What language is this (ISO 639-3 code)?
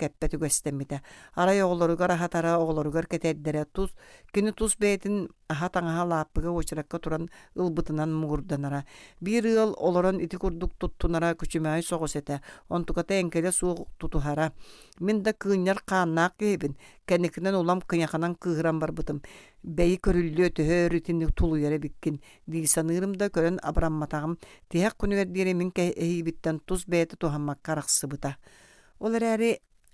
sah